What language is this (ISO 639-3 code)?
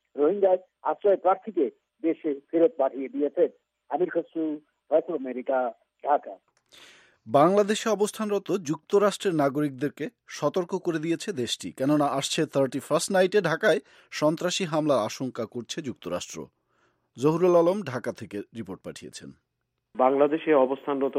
ben